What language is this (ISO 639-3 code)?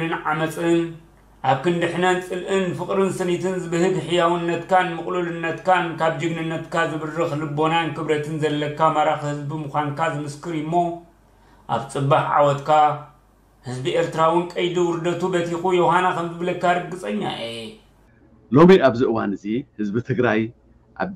tir